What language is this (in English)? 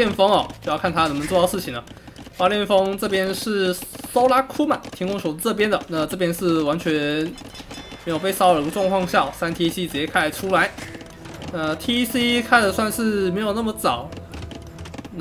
Chinese